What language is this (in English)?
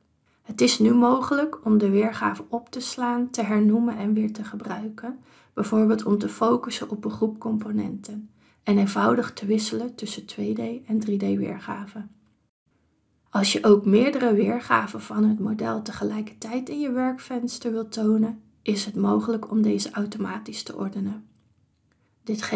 Dutch